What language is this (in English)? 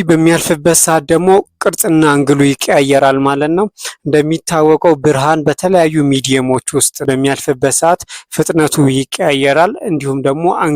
Amharic